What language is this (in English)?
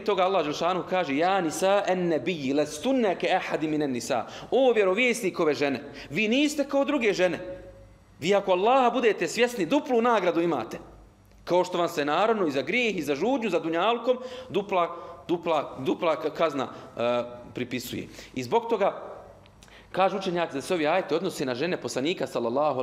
Bosnian